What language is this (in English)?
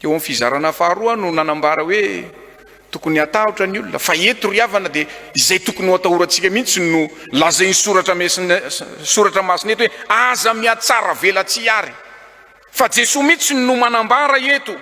Malagasy